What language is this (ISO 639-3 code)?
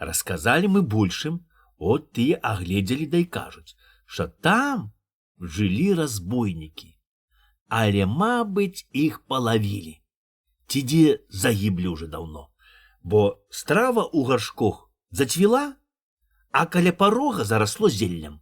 bel